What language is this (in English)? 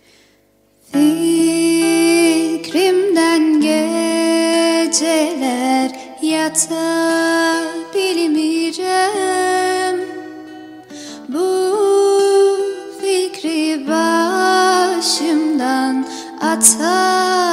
Turkish